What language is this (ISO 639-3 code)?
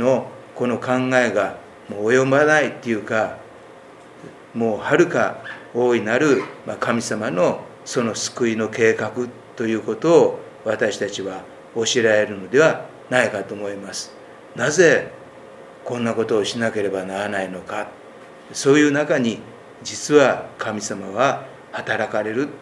jpn